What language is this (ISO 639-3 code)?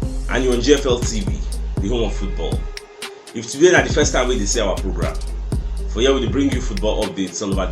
pcm